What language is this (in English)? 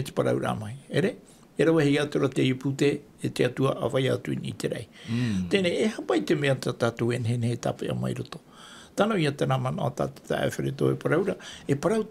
Tahitian